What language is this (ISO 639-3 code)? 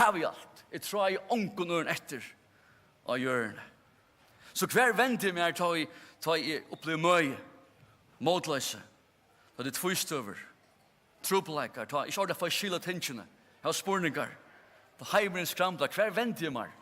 fao